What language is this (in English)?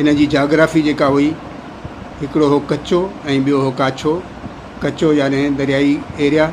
Sindhi